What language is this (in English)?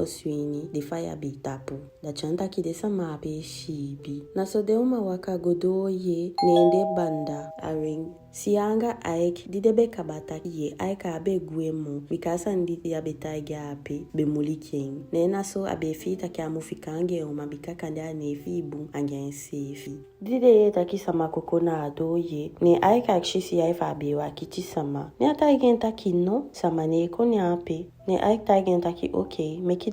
Eastern Maroon Creole